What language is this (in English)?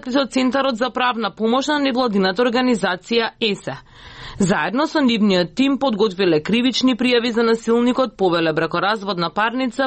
Macedonian